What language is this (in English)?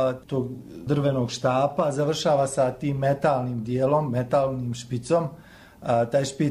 Bosnian